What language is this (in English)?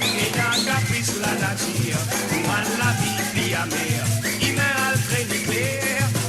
Morisyen